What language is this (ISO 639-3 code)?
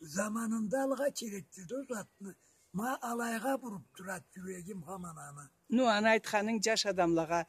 krc